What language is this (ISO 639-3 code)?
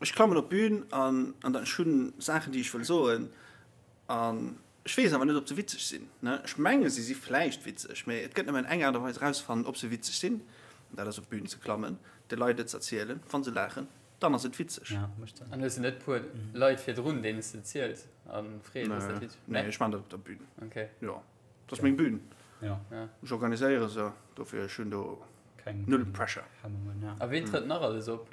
ltz